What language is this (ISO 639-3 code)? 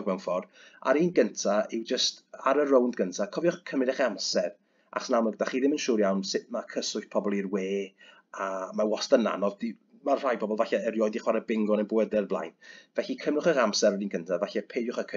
cym